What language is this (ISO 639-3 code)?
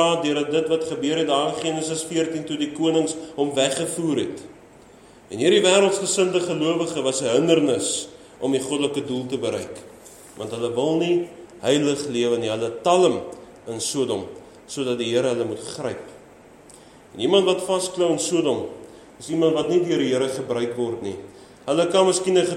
afr